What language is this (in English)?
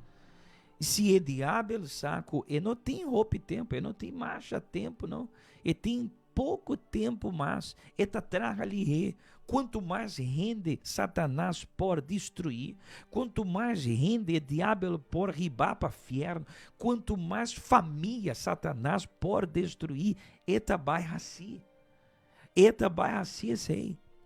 Papiamento